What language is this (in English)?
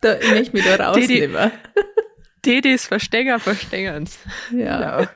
Bavarian